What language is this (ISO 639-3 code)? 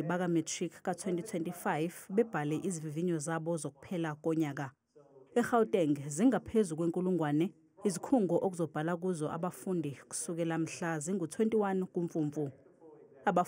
zul